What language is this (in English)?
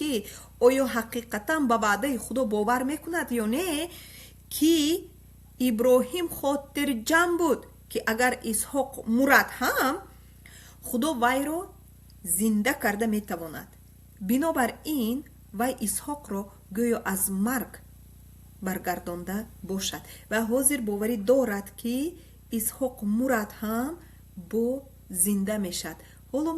Tajik